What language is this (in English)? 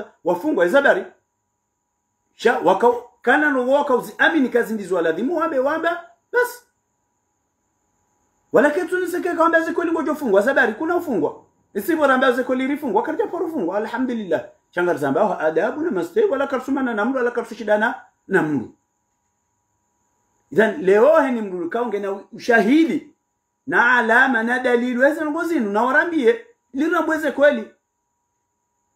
Swahili